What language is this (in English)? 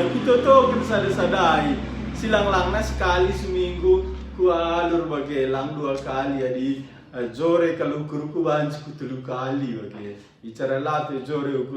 Batak Karo